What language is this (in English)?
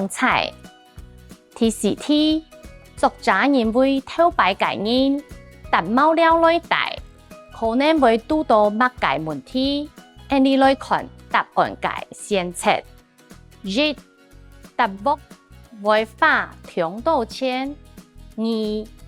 Hakka Chinese